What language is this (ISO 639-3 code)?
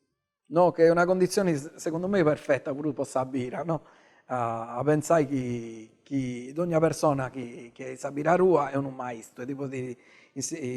srd